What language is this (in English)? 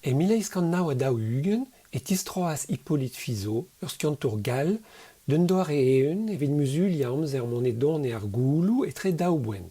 Breton